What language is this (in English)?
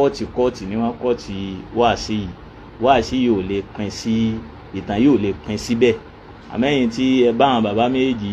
Yoruba